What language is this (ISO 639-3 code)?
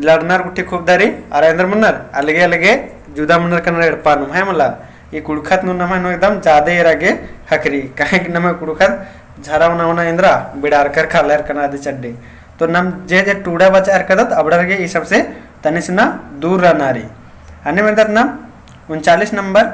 kru